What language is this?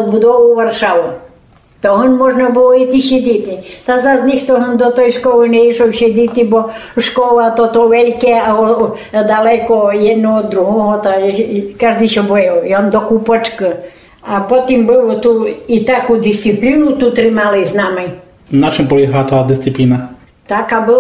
Rusyn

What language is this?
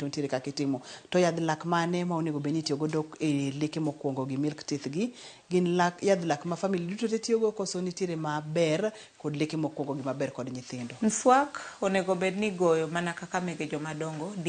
Luo (Kenya and Tanzania)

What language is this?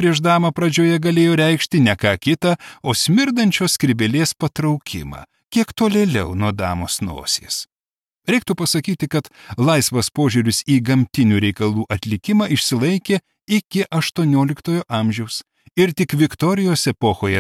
Lithuanian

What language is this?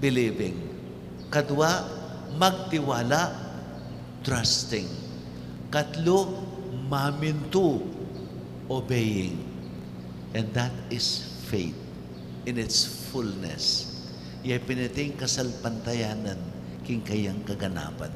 Pampanga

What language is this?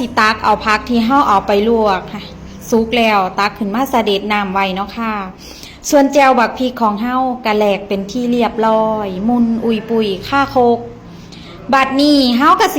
Northeastern Thai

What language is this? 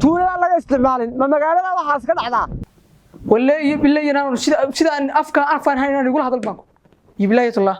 Somali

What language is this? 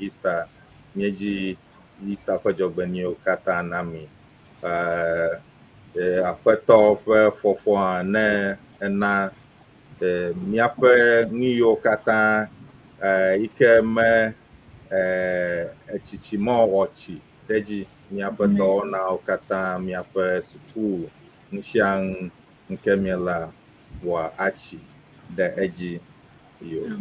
Ewe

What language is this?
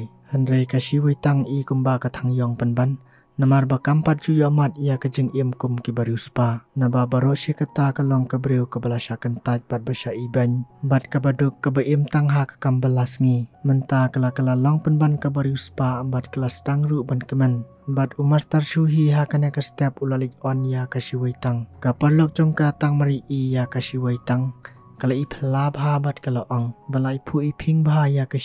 Khasi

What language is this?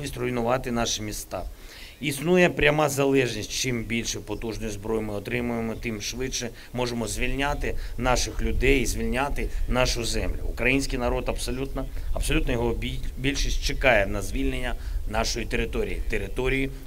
Ukrainian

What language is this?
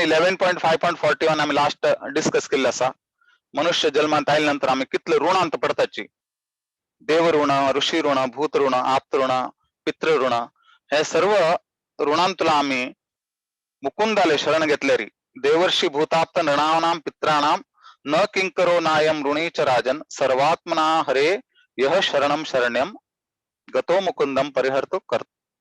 Konkani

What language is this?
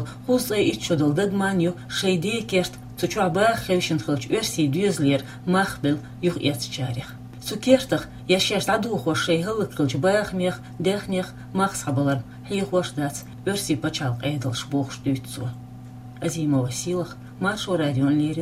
Chechen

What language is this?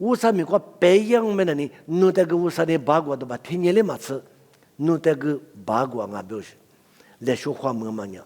Lisu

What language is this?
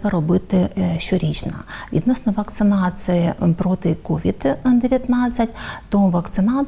Ukrainian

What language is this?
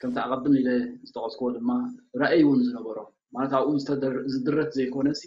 Tigrinya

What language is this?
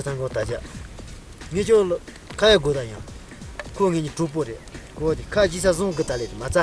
Tibetan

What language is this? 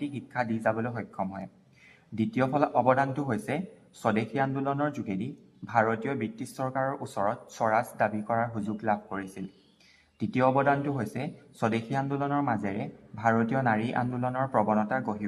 Assamese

